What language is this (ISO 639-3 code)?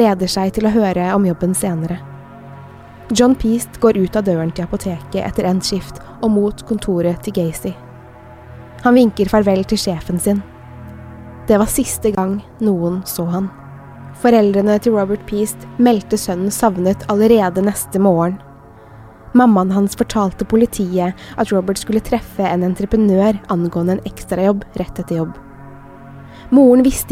nor